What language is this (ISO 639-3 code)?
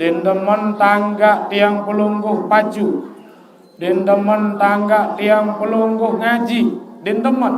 sas